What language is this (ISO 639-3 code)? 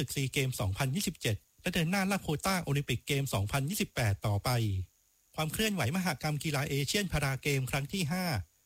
tha